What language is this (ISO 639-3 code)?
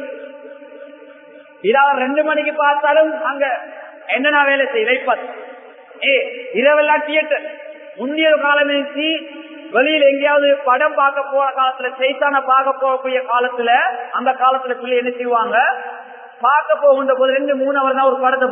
tam